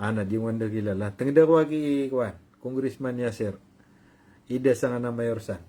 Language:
Maranao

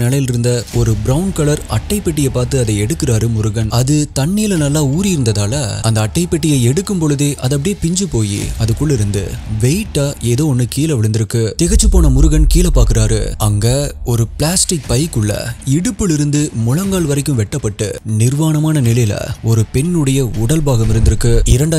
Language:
Tamil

